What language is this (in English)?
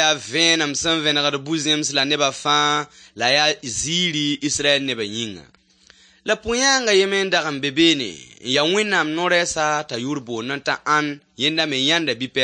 Mossi